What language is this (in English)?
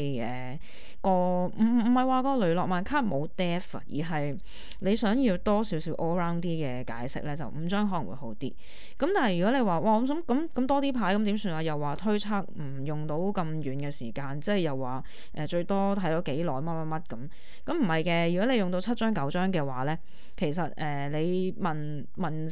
Cantonese